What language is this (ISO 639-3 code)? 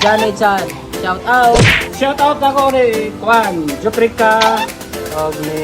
ceb